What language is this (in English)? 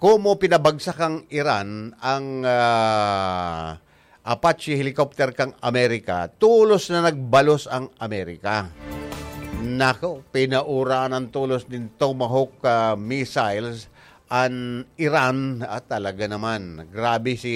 Bikol